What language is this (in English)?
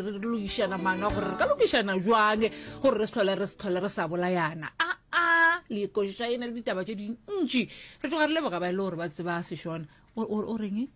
Northern Sotho